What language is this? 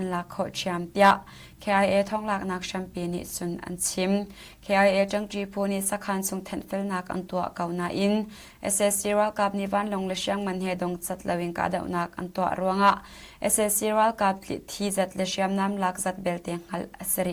Hakha Chin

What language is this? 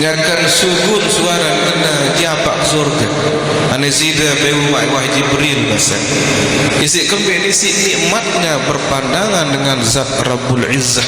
Sasak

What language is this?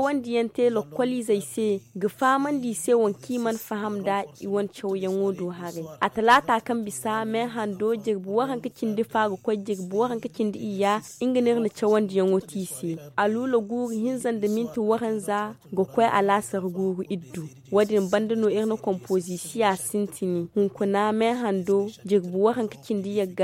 Zarma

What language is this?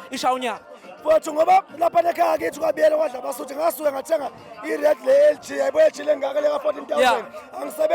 Zulu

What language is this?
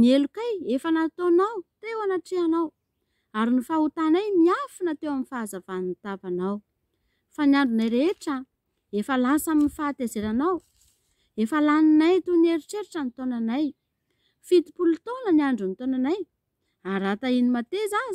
Malagasy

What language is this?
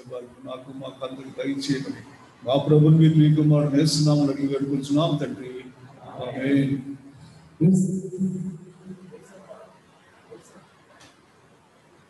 Telugu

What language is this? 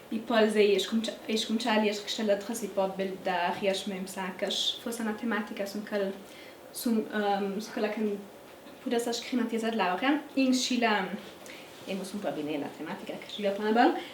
Ladin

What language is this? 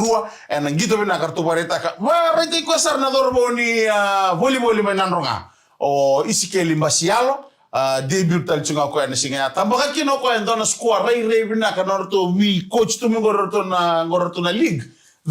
Fijian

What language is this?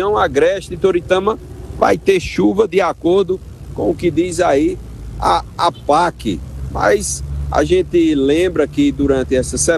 Portuguese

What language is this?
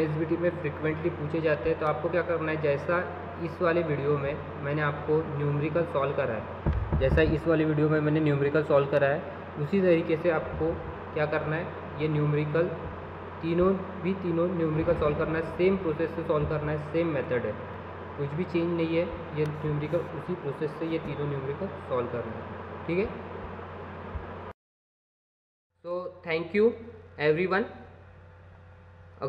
Hindi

